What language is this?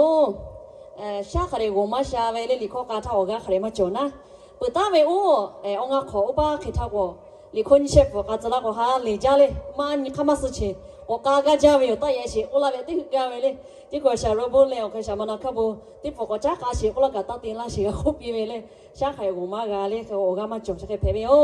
Lahu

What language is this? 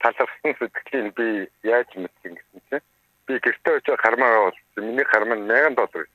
Mongolian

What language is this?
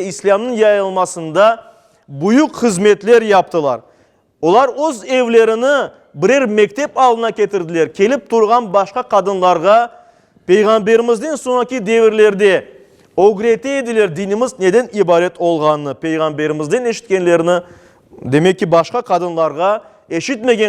Crimean Tatar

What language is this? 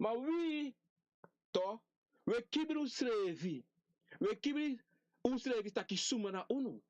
Sranan Tongo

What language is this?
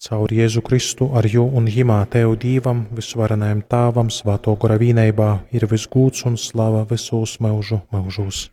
Latgalian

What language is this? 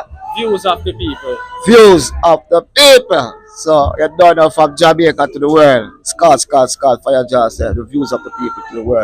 Jamaican Creole English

